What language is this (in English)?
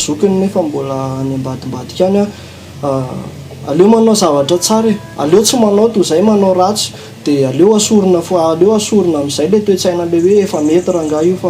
Malagasy